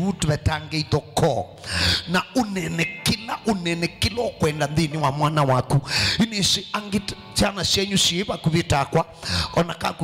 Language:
Kamba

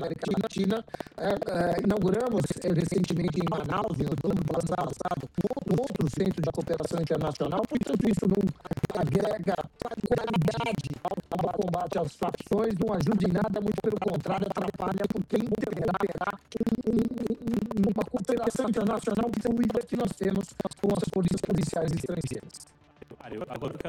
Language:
Portuguese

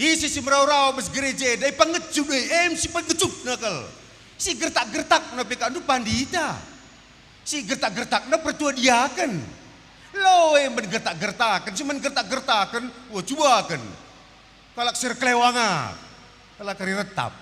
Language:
Batak Karo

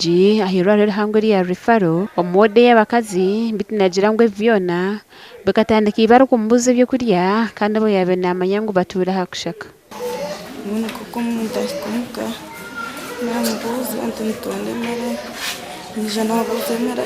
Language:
Nyankole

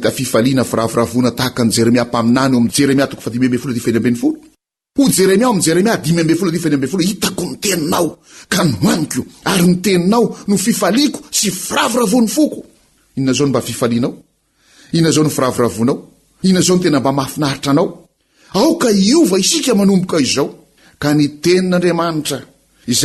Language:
Malagasy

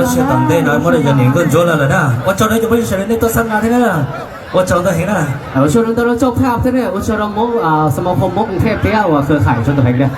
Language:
Hmong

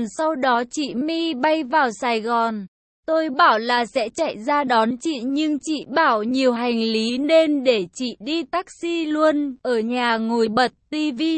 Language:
Vietnamese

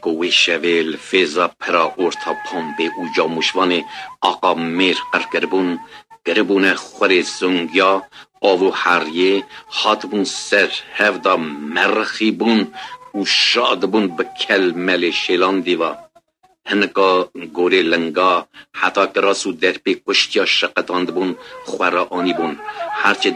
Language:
Kurdish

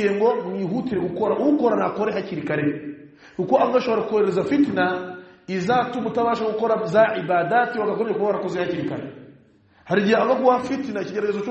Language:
Kinyarwanda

